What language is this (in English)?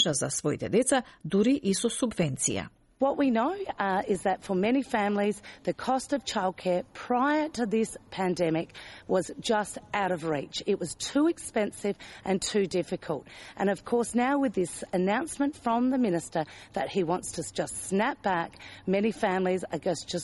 Macedonian